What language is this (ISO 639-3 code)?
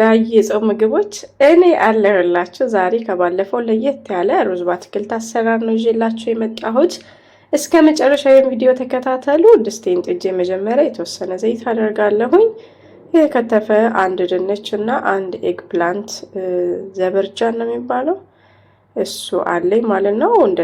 amh